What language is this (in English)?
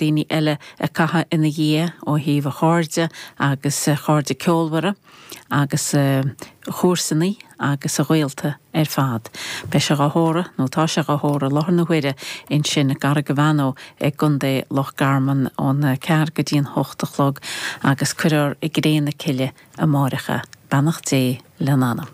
Irish